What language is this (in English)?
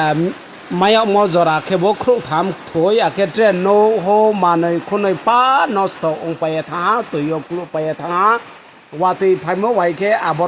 Riang (India)